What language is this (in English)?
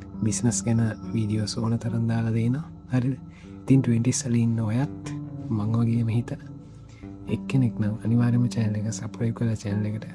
Sinhala